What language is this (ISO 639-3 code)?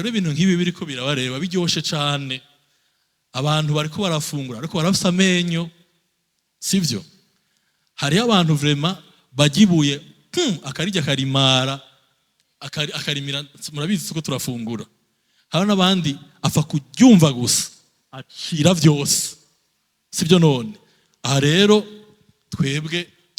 run